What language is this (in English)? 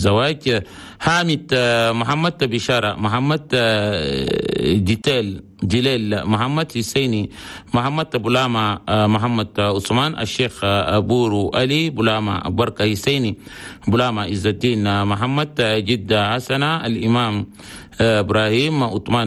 Chadian Arabic